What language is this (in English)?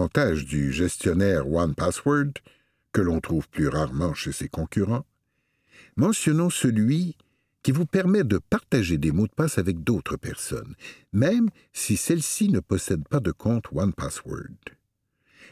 French